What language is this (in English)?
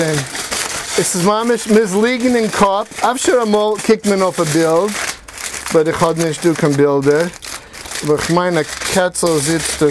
Yiddish